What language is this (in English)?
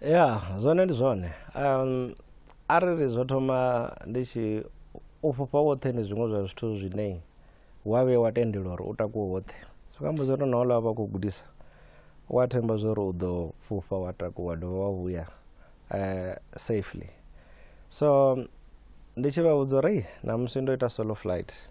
Venda